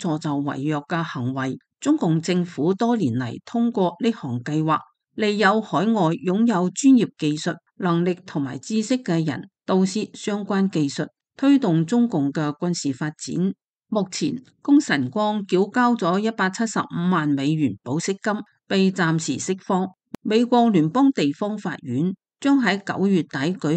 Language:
Cantonese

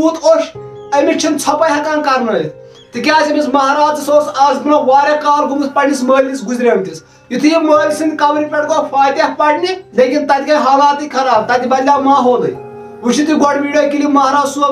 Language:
Kashmiri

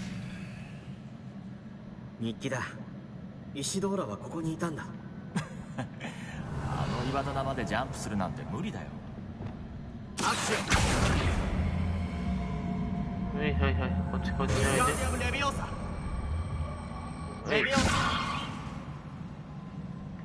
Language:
Japanese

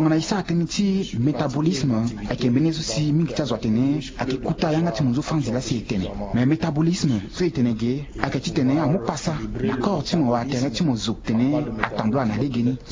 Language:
Sango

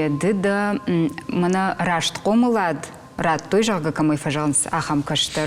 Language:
Ossetic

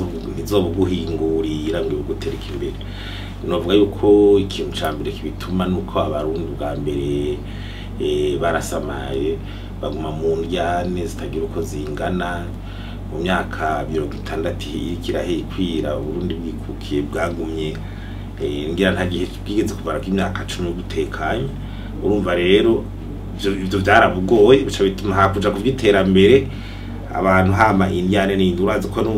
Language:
Rundi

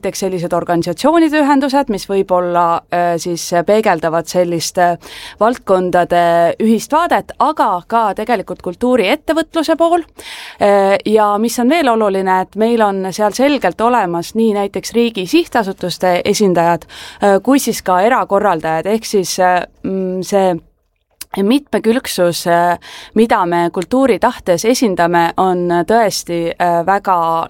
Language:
Estonian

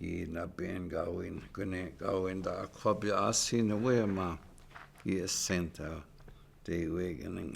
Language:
Chippewa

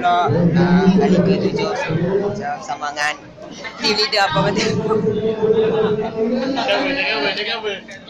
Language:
Malay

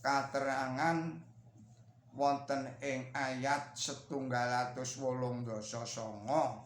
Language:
Javanese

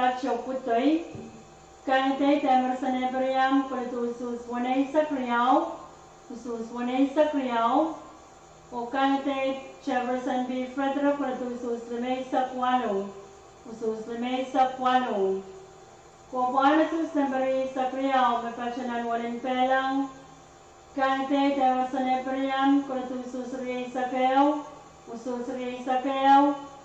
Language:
Pohnpeian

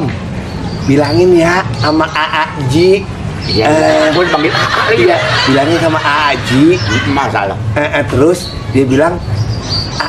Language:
Betawi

